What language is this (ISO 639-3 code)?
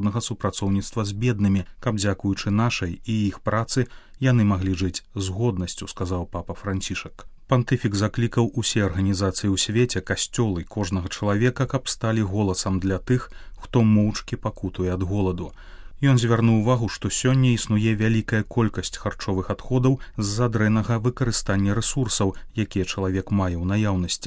bel